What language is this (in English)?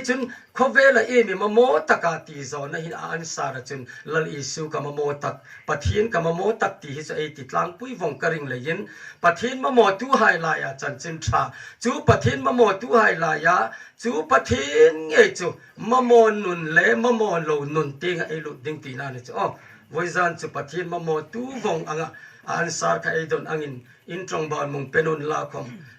Hmar